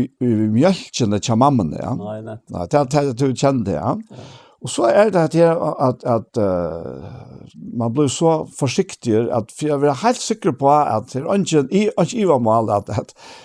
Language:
Faroese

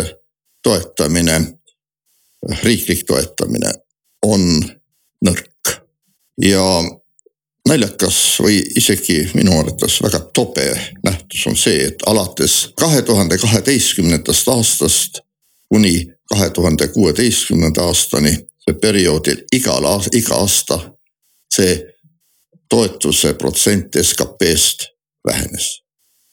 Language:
Estonian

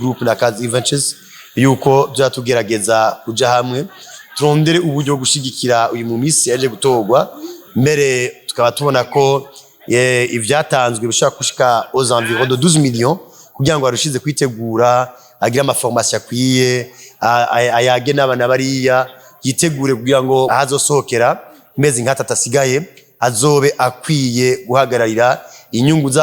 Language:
Rundi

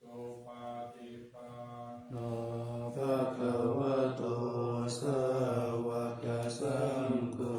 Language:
Pali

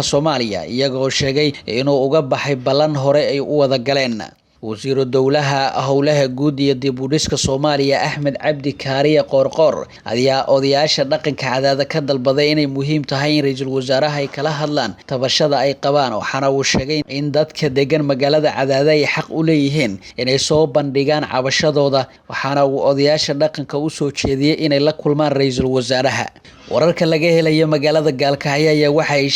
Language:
Somali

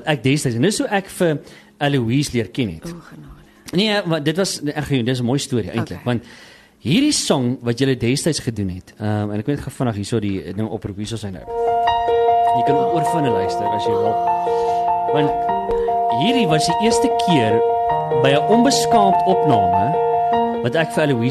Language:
Afrikaans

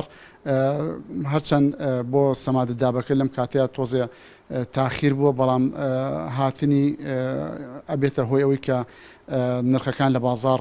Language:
Central Kurdish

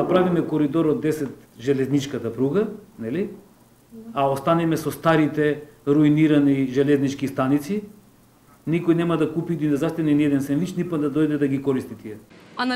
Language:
Macedonian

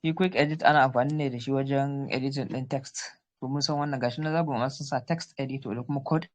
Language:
Hausa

